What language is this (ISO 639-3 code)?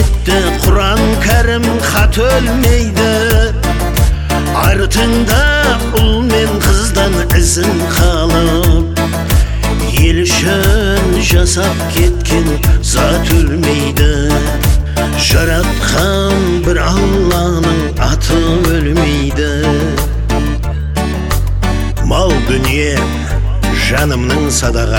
kaz